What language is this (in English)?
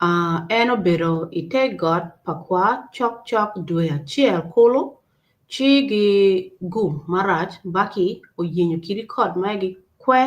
Acoli